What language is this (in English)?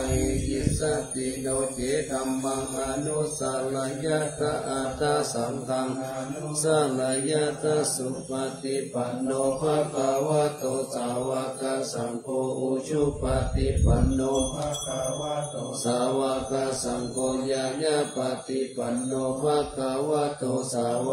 Pali